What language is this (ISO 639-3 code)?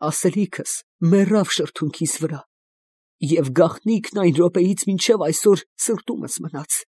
hye